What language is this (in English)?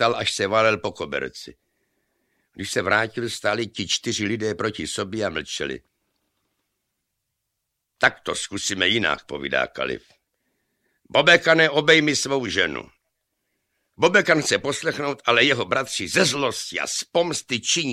Czech